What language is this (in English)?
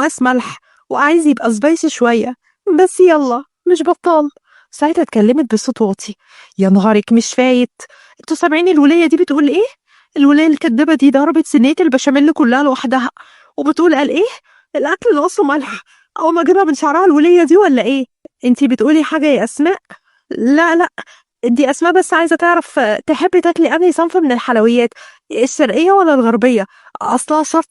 Egyptian Arabic